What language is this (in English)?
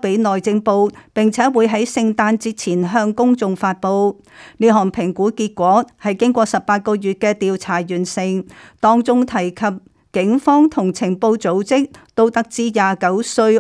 Cantonese